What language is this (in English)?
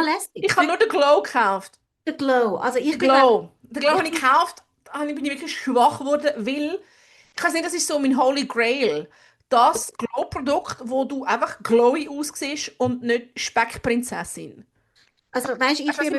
Swiss German